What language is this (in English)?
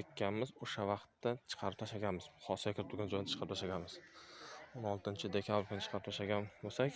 Uzbek